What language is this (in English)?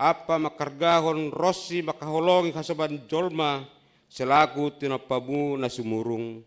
Batak Simalungun